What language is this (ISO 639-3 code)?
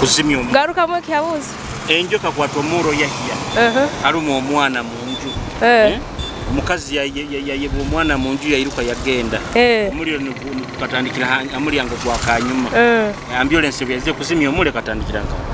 nyo